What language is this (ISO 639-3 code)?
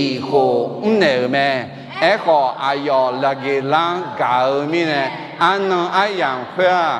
ahk